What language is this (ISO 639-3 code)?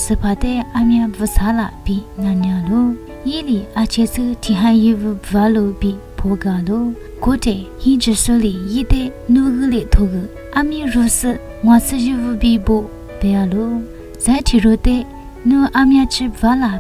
lis